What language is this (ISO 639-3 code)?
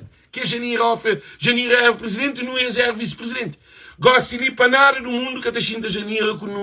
kea